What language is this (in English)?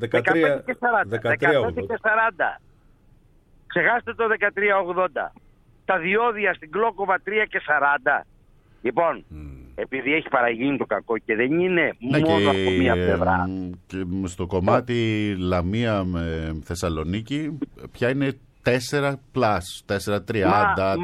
Greek